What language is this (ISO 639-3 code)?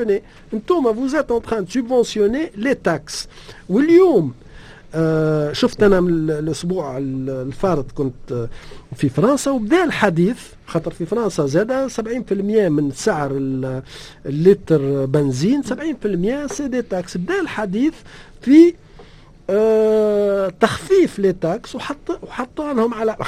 aeb